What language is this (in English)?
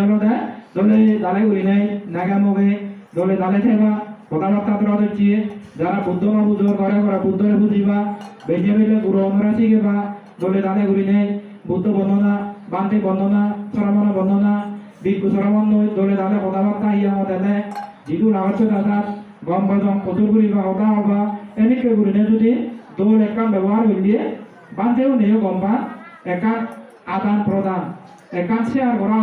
Chakma